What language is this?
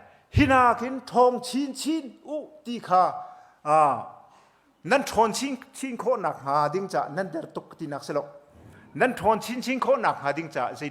Hakha Chin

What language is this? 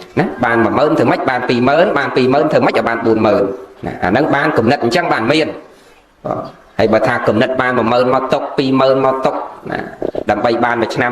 Khmer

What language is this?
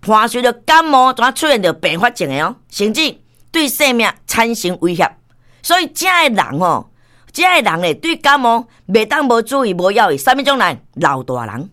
Min Nan Chinese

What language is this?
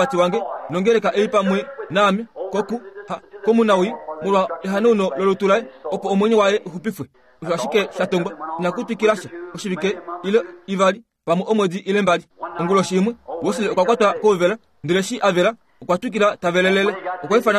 Kuanyama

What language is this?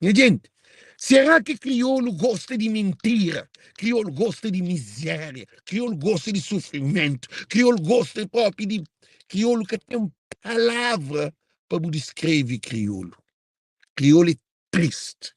Kabuverdianu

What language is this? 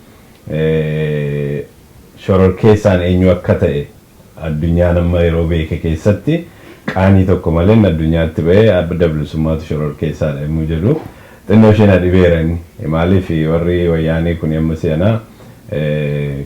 Oromo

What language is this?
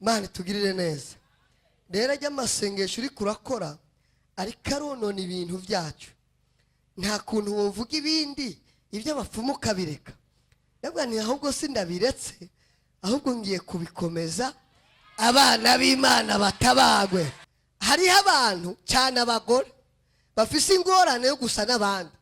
Rundi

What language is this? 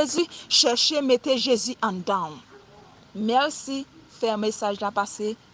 Haitian Creole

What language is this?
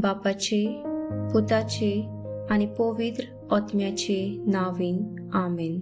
Konkani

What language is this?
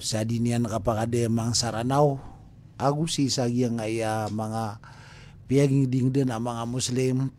Maranao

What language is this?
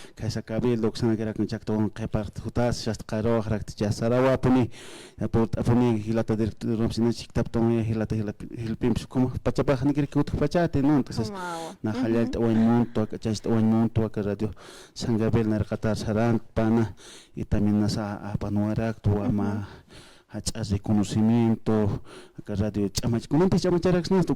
Aymara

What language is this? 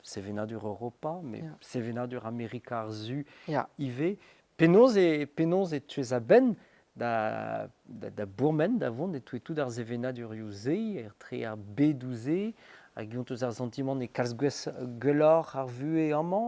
Breton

